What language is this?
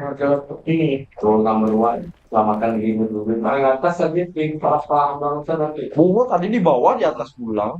Banjar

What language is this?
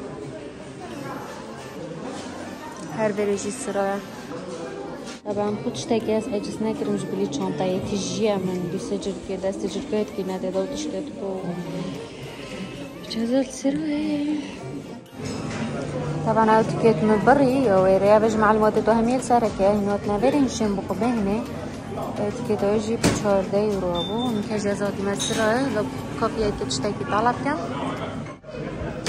Persian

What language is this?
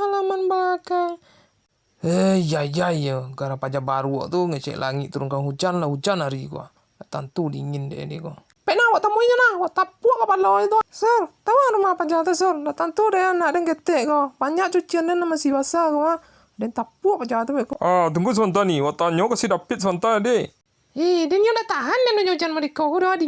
Minangkabau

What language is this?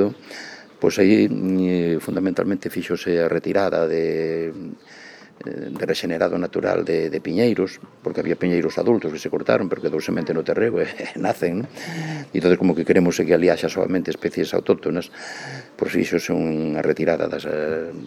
Galician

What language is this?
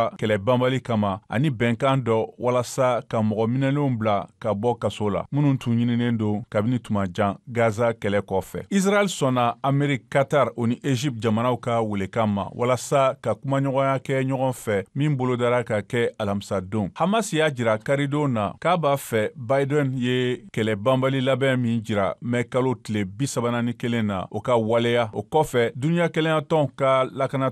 Bambara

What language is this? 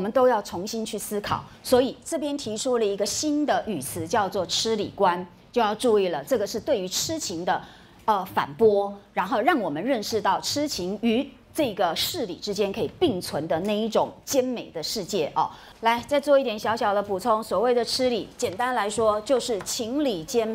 Chinese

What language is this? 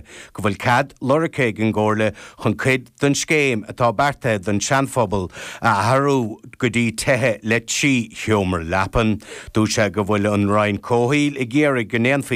Irish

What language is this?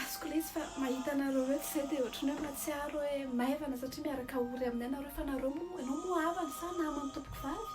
Malagasy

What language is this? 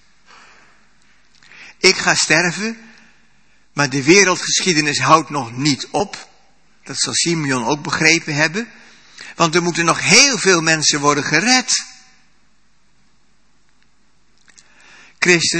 Dutch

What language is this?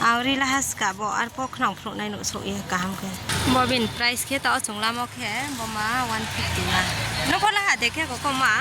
Riang (India)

